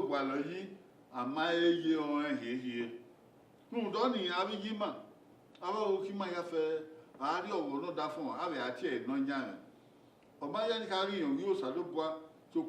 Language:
Bini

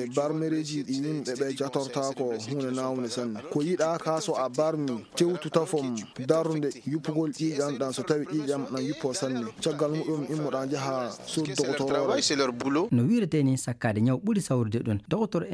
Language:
Fula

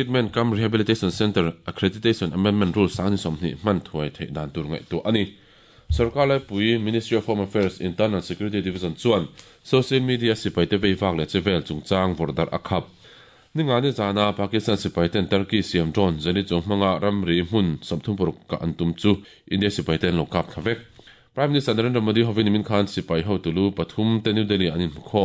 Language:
Mizo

